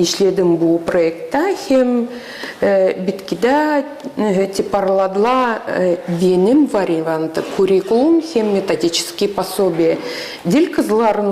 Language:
Gagauz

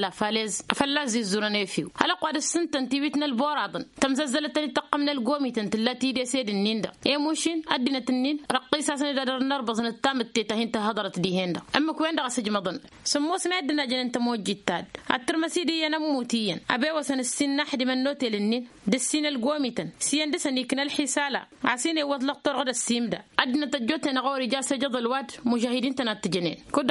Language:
Tamasheq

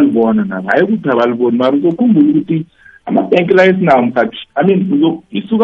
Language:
South Ndebele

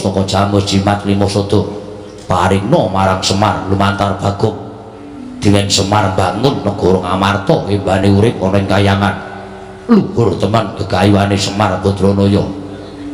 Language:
Javanese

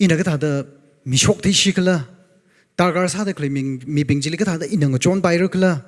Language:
Tangkhul Naga (India)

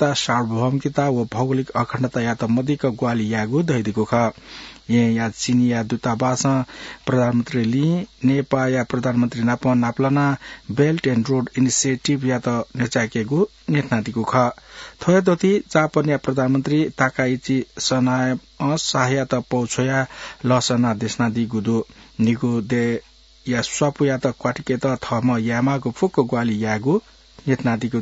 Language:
Newari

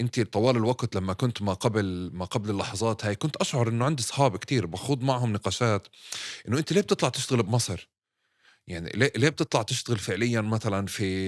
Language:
North Levantine Arabic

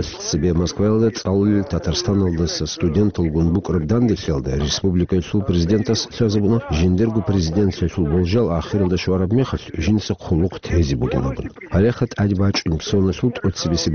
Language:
Avaric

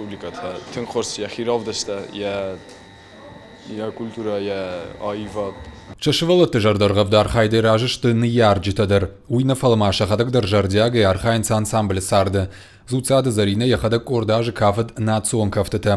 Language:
Ossetic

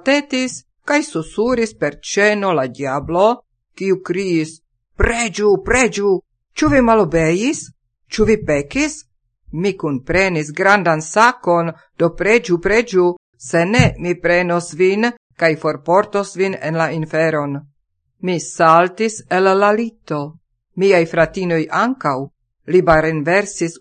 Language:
Esperanto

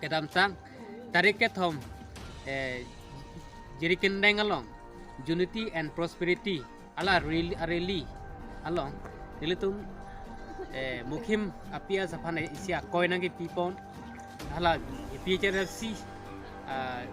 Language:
Karbi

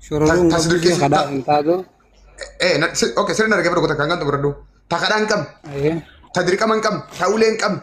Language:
Oromo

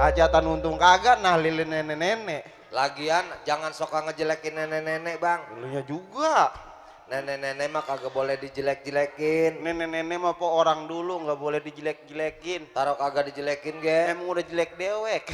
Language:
Betawi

